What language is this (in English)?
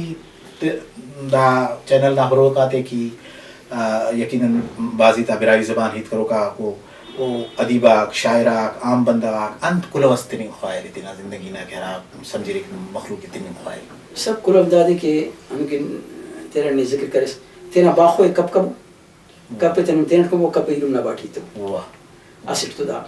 Brahui